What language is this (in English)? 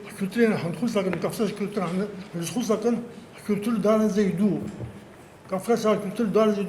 Abkhazian